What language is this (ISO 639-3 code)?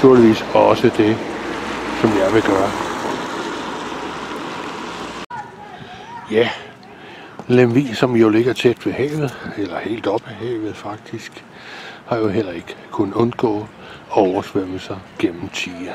dan